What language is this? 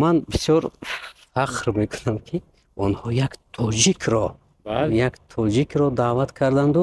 Tajik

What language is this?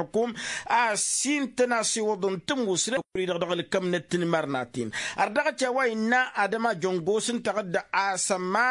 Tamasheq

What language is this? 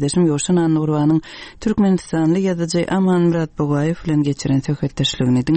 Turkmen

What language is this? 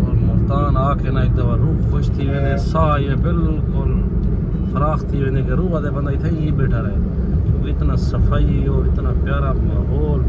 Saraiki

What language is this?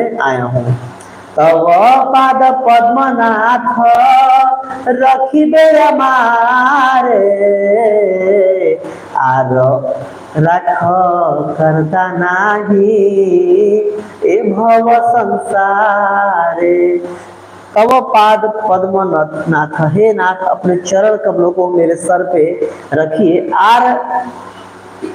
Hindi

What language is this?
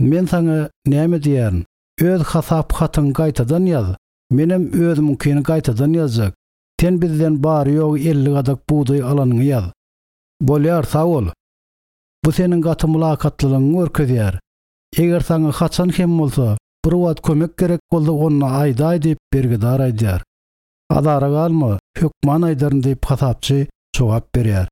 Turkmen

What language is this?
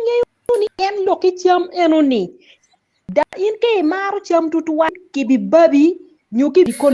Acoli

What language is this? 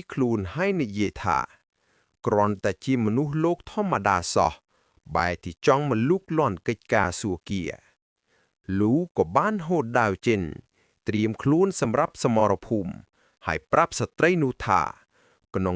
Khmer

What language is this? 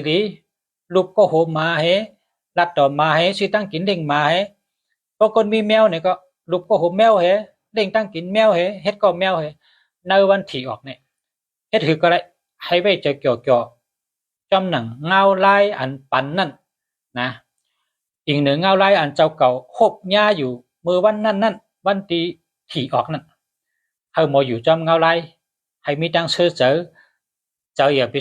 Shan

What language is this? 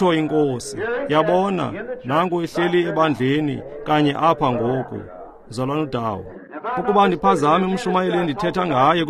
Xhosa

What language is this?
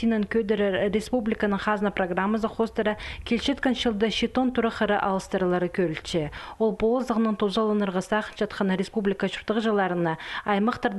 Khakas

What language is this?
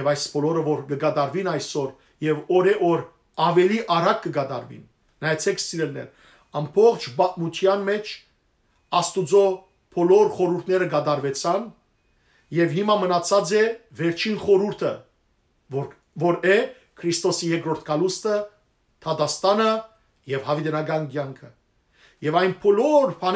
Western Armenian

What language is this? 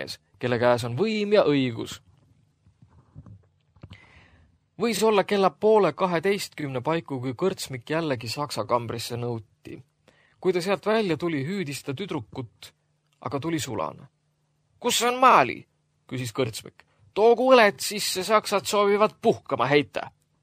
Estonian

